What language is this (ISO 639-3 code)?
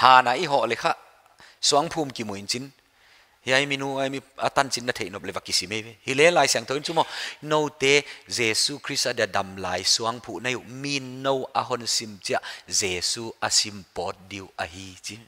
pck